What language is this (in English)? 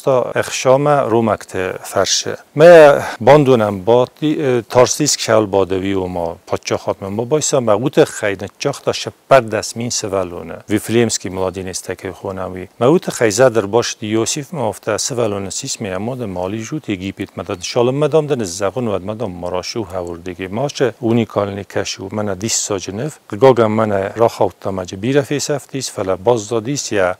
Ossetic